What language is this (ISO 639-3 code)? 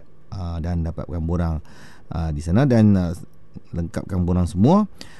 msa